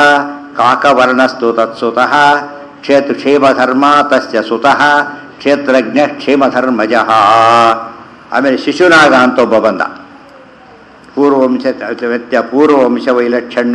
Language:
Kannada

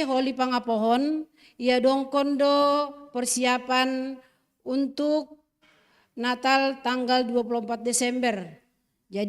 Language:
Batak Simalungun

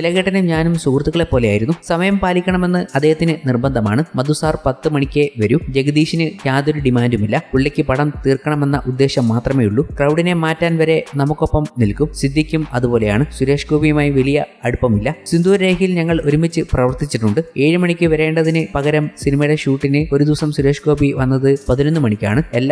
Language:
Malayalam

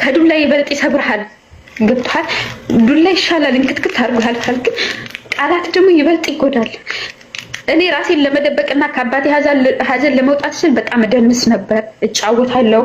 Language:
Amharic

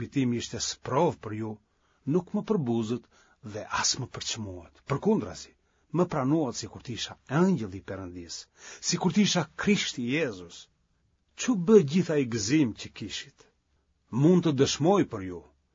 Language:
Albanian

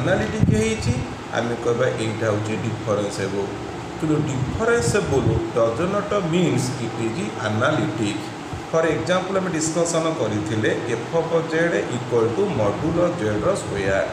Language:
Odia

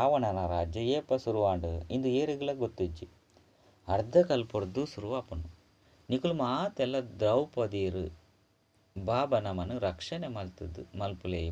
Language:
Tulu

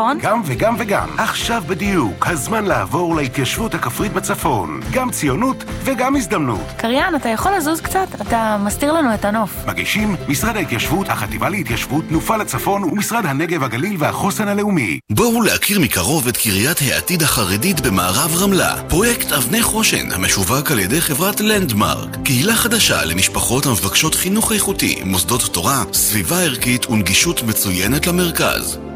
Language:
Hebrew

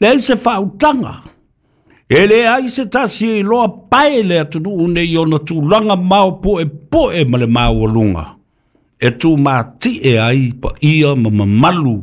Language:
Samoan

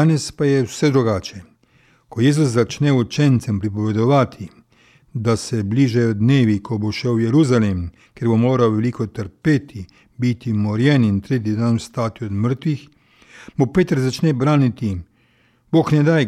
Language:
Slovenian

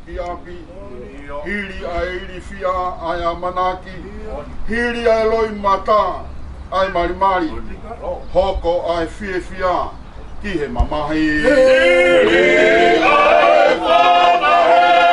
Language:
Tongan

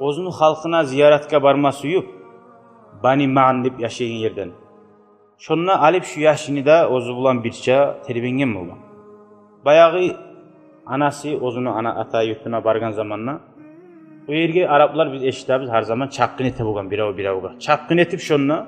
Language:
Kumyk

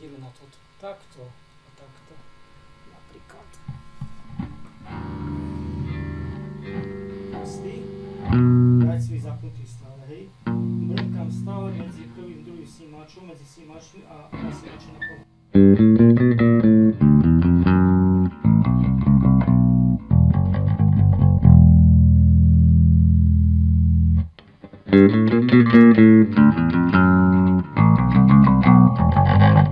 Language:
Slovak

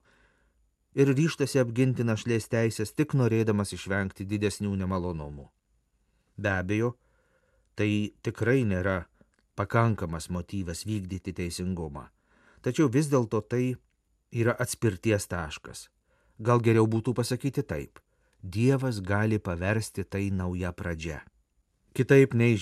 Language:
Lithuanian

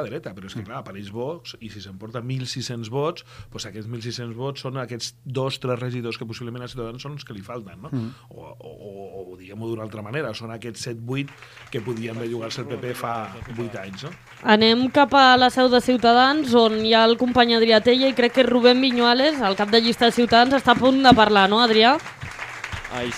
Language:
Catalan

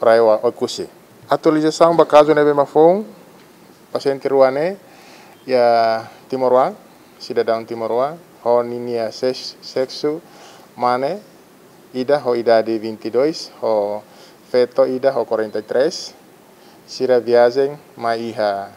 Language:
Tetum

